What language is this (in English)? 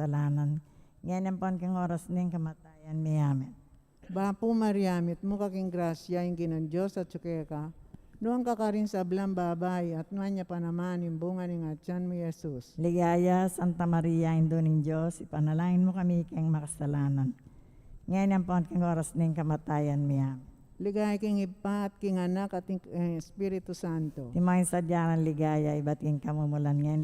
Pampanga